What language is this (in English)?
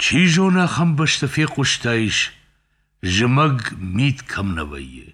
Ossetic